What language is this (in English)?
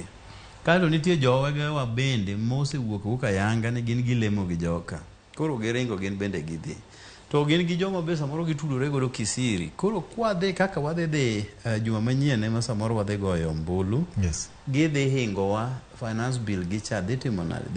Luo (Kenya and Tanzania)